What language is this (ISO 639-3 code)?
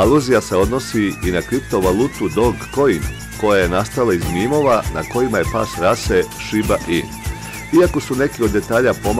srp